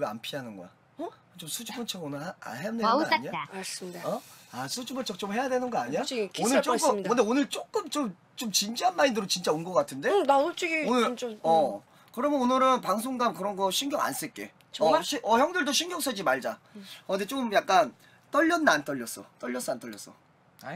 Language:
Korean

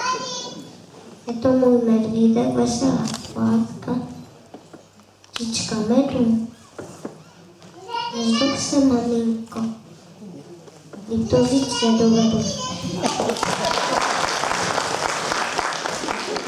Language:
Czech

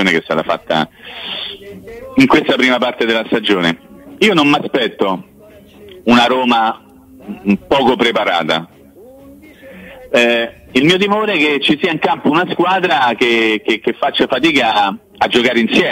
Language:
Italian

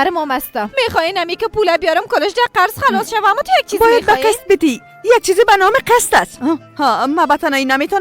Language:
Persian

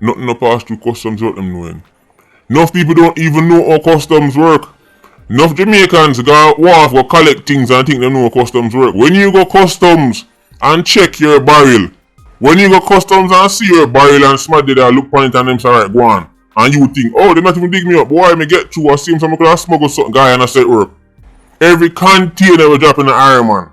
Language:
Jamaican Creole English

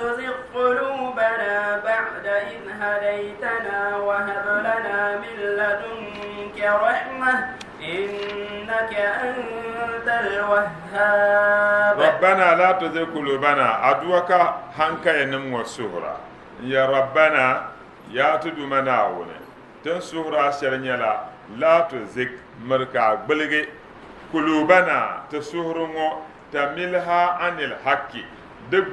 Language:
Dagbani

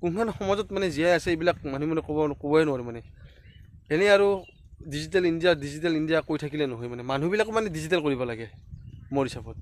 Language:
Assamese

